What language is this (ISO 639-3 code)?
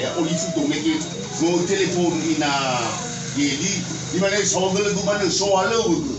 nia